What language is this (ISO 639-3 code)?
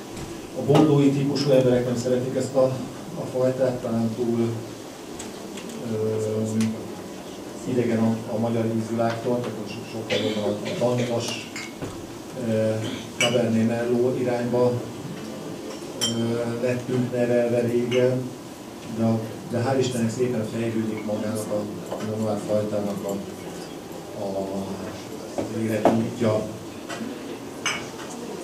hun